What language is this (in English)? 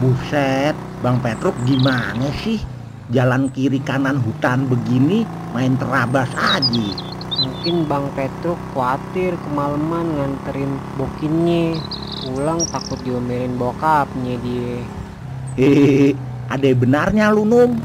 Betawi